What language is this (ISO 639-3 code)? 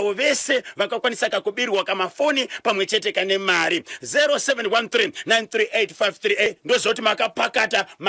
sna